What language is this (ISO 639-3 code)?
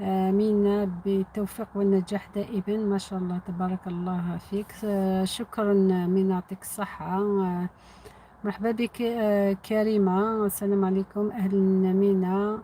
arq